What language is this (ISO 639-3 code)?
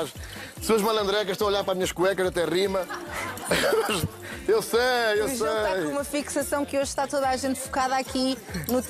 por